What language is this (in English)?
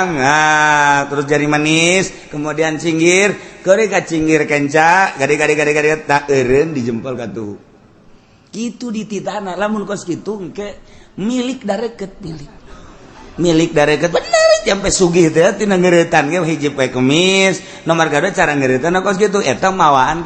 Sundanese